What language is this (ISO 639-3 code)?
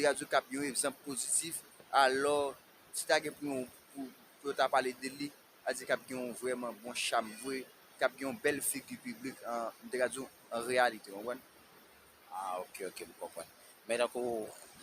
hat